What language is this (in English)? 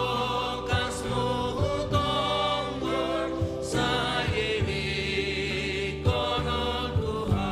Batak Simalungun